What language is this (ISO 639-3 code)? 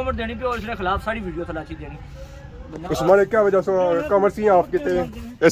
phr